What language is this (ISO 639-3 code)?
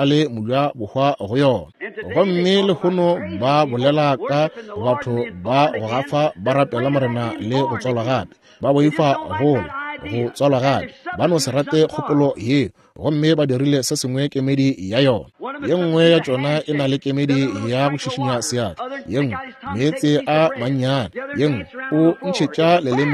nso